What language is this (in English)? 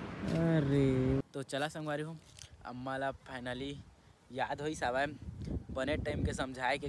Chhattisgarhi